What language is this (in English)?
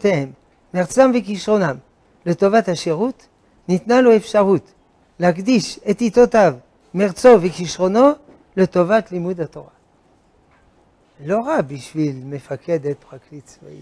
Hebrew